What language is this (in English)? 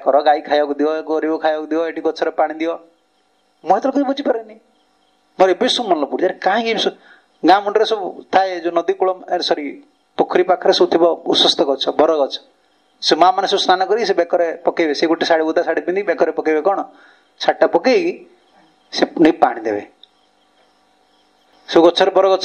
Odia